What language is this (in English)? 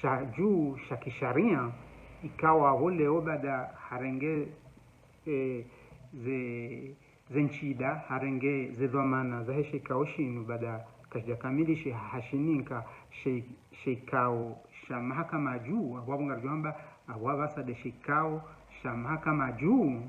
Ngazidja Comorian